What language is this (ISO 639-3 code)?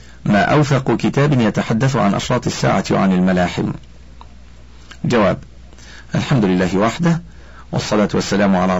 ara